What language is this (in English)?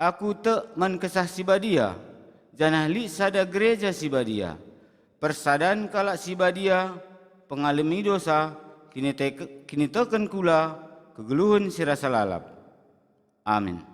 Batak Karo